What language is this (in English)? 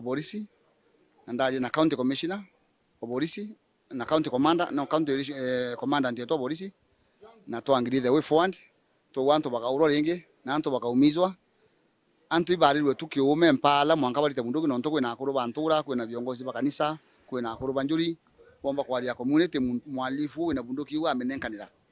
Meru